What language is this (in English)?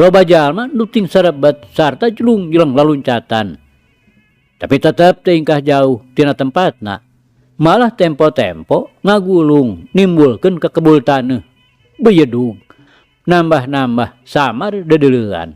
Sundanese